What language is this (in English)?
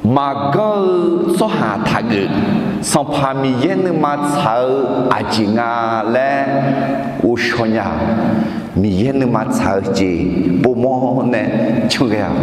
Akha